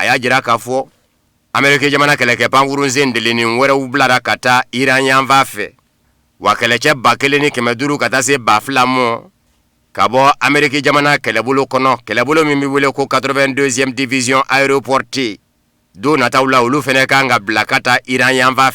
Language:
Bambara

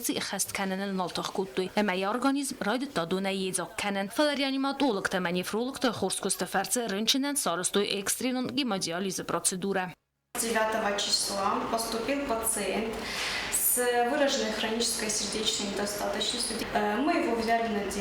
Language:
Ossetic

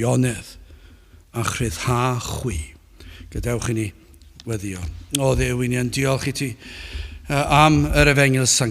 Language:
Welsh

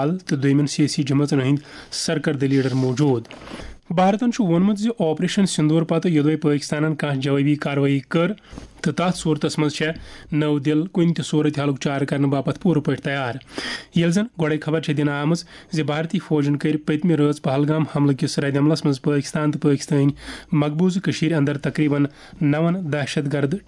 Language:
Kashmiri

